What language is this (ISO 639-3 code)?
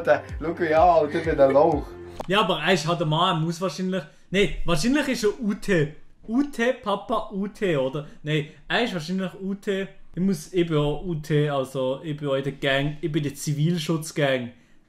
gsw